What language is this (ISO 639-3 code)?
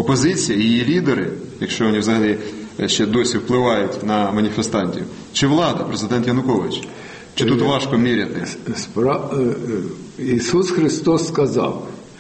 ukr